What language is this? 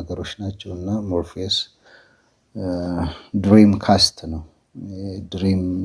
Amharic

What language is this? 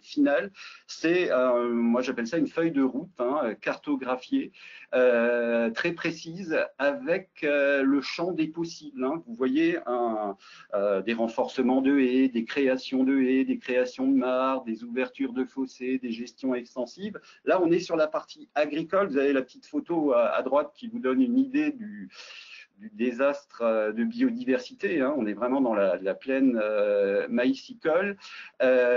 French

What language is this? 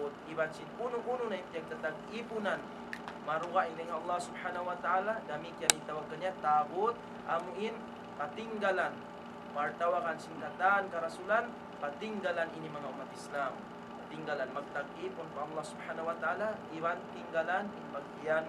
Tausug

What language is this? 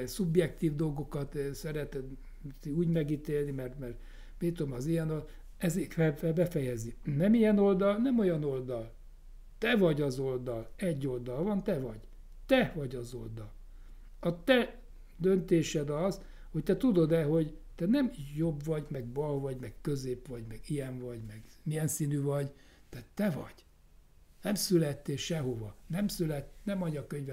Hungarian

